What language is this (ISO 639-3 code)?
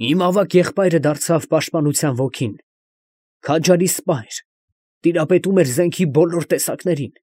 hye